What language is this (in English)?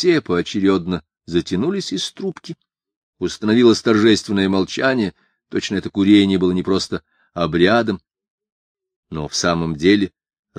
Russian